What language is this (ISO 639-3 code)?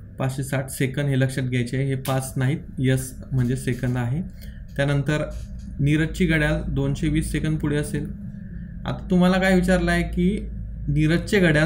mar